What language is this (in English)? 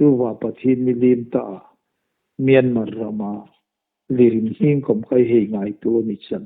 Hmar